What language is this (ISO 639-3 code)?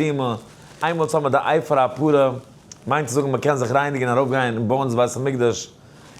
yid